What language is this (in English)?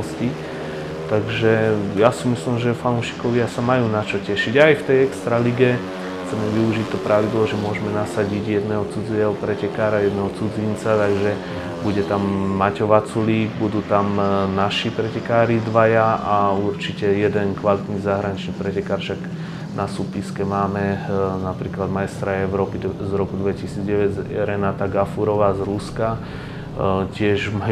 Slovak